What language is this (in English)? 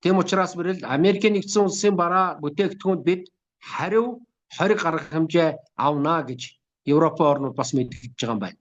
Mongolian